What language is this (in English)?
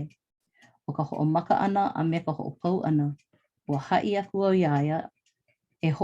Hawaiian